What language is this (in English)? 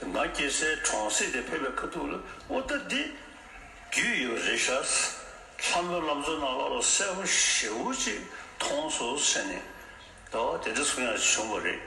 Tibetan